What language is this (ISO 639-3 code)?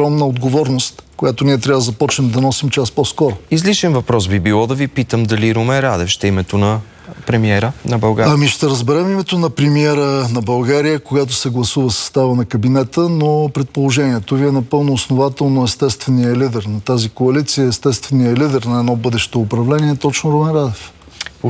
bul